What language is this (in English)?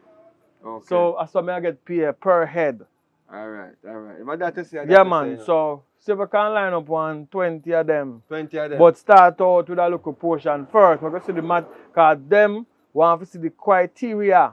Jamaican Creole English